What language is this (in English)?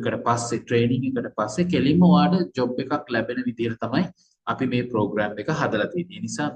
Sinhala